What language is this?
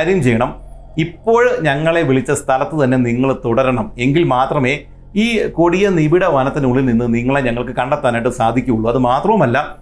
Malayalam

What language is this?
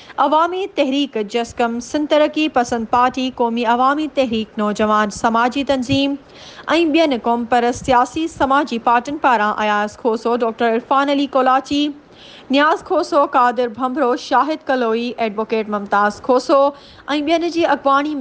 Sindhi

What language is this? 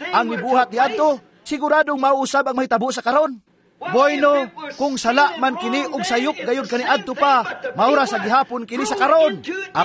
Cebuano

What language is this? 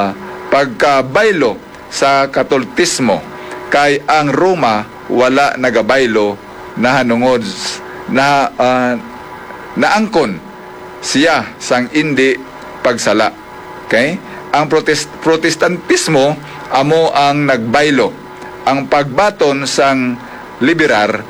Hiligaynon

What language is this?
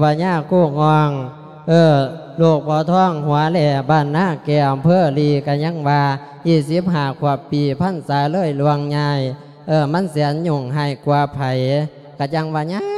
Lao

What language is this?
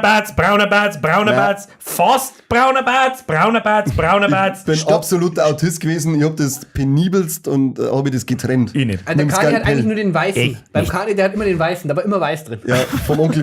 Bavarian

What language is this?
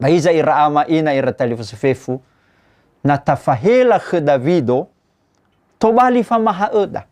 Nias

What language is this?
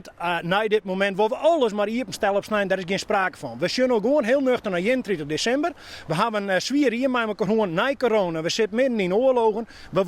Western Frisian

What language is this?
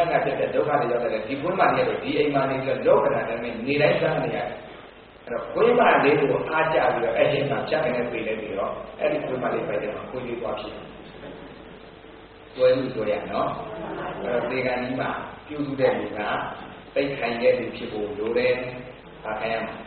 Burmese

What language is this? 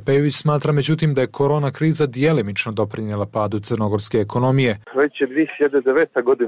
Serbian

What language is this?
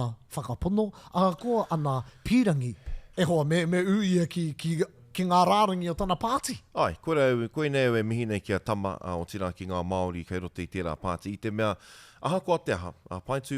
Māori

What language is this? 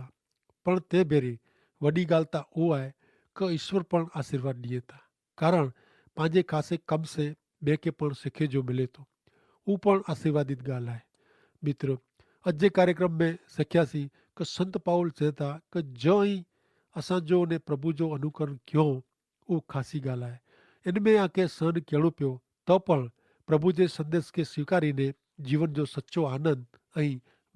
Kachhi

